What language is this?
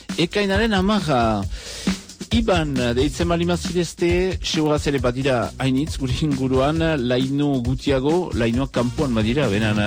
Basque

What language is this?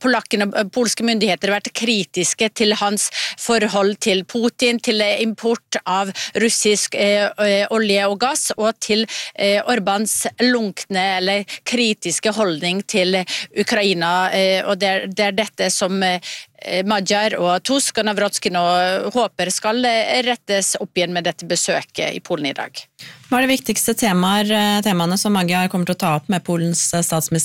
Norwegian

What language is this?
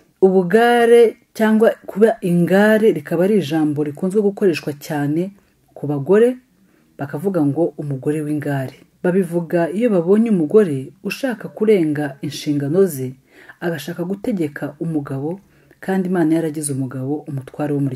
Kinyarwanda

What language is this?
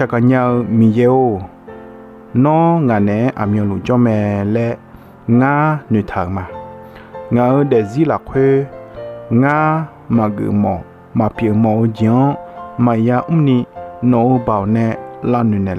Akha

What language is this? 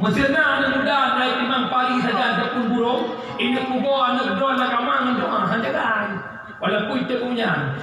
Achinese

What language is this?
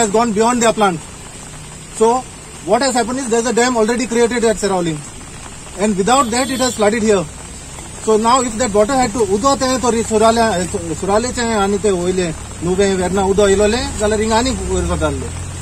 Konkani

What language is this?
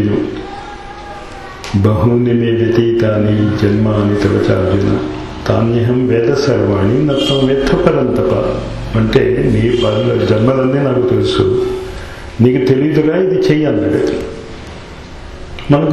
Telugu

